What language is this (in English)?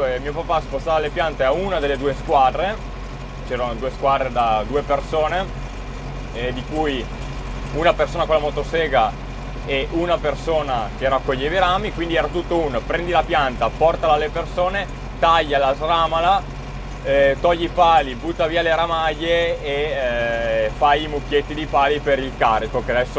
Italian